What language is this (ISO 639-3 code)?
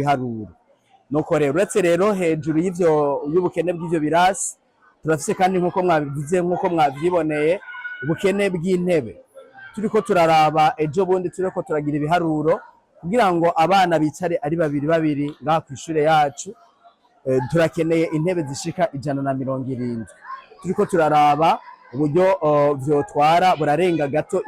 run